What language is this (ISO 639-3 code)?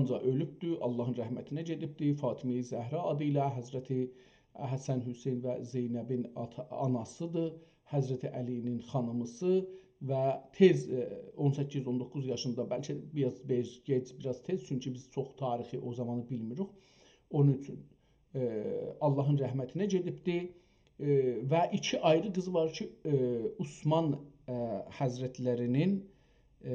azb